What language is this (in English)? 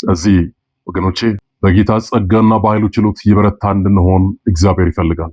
Amharic